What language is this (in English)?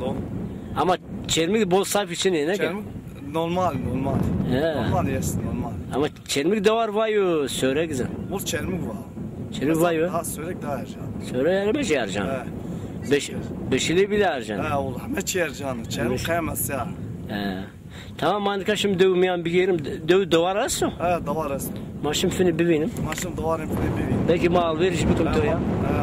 Zaza